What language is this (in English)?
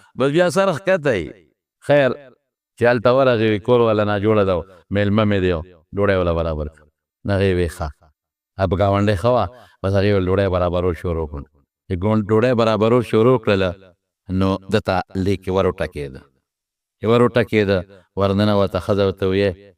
Pashto